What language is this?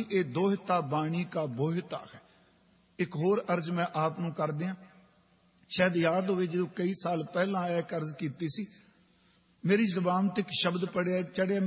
Punjabi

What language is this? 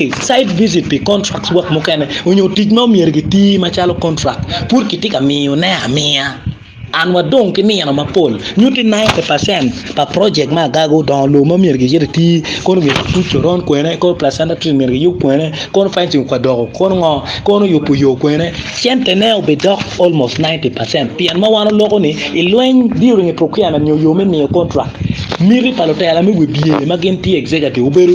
Acoli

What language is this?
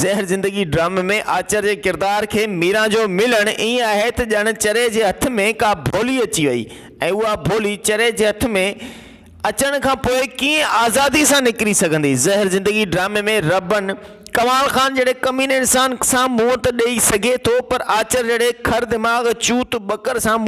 Sindhi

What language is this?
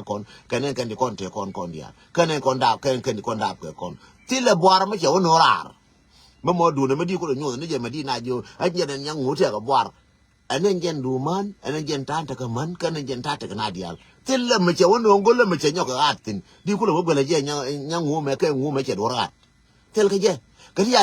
Nuer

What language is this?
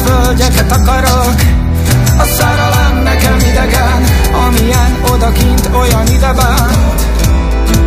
Hungarian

